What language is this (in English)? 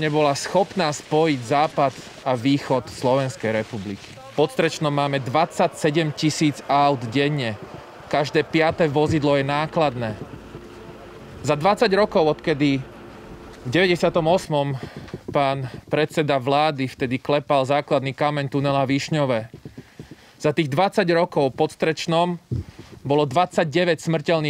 Slovak